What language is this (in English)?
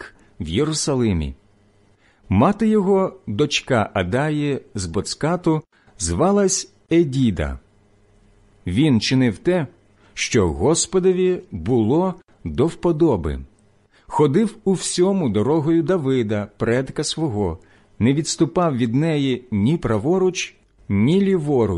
Ukrainian